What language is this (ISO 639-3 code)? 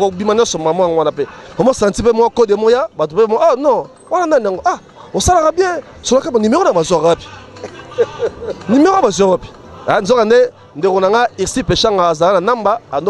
lin